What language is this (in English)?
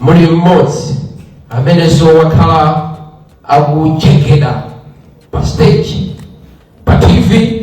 Nyanja